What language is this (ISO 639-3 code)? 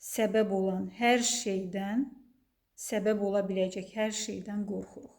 aze